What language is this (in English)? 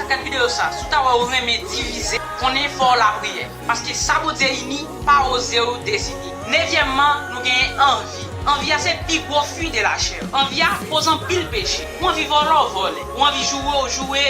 Haitian Creole